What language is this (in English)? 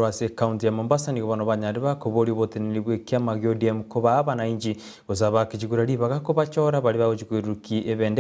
Gusii